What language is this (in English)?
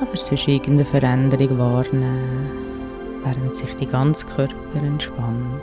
Swiss German